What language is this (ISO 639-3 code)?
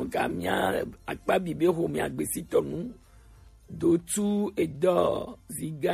gej